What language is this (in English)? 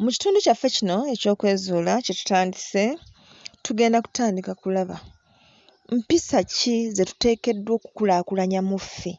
Ganda